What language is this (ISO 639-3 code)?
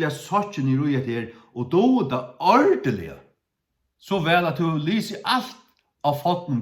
fao